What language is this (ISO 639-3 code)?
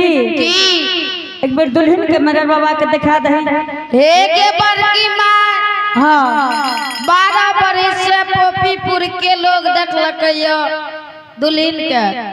anp